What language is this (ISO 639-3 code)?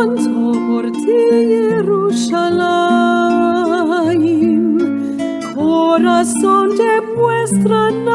lad